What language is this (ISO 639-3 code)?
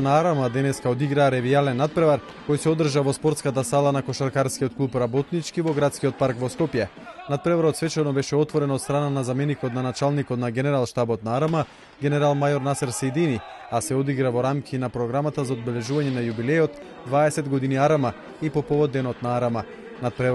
mkd